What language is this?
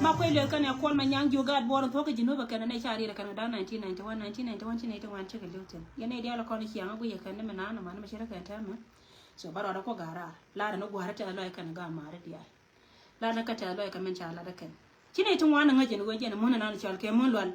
Nuer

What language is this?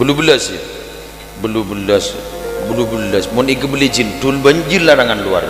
Madurese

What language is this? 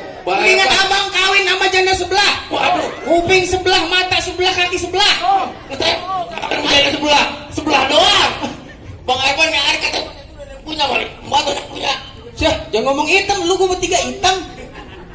Betawi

